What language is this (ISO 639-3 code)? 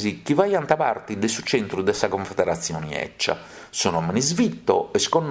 srd